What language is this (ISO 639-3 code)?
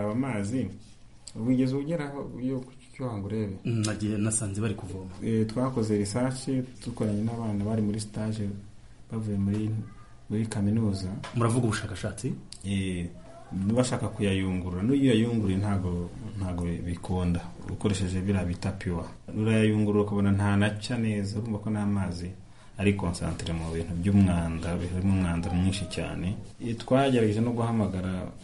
kin